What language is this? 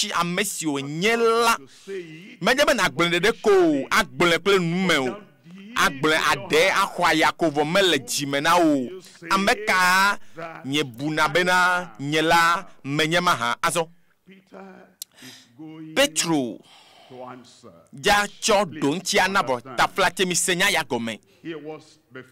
Ewe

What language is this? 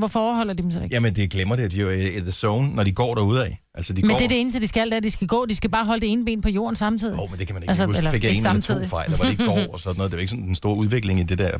Danish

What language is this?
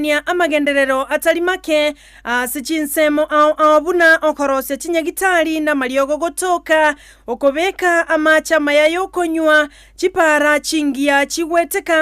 Gusii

